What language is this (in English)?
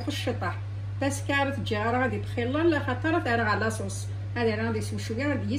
Kabyle